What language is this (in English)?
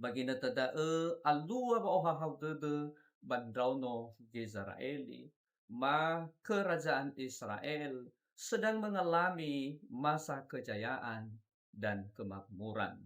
Nias